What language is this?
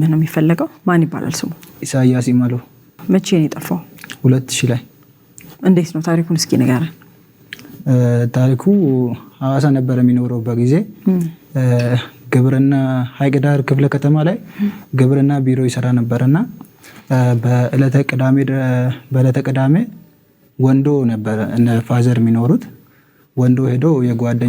Amharic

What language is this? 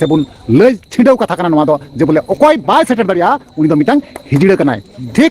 Santali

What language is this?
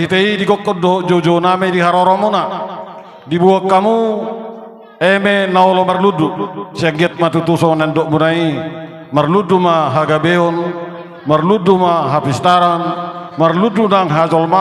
Batak Toba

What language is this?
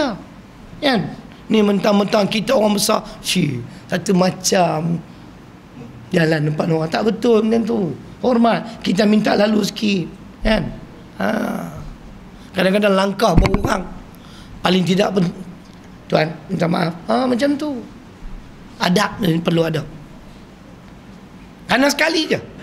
Malay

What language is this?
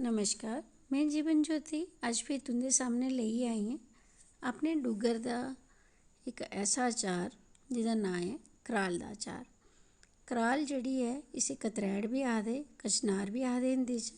Dogri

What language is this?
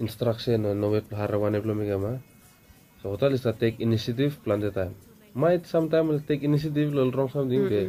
Bislama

